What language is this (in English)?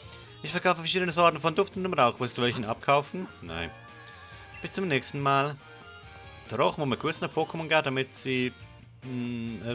Swiss German